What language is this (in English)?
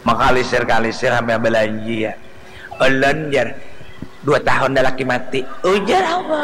Banjar